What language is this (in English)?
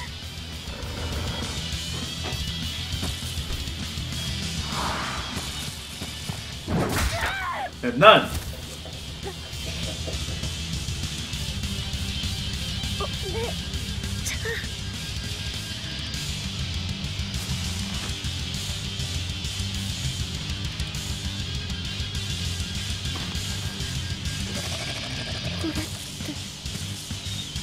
Japanese